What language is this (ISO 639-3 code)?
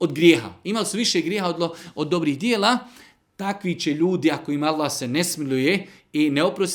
bos